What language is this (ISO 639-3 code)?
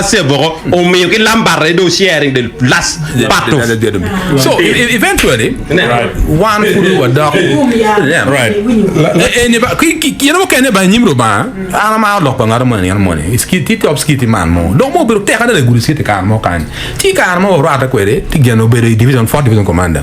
ach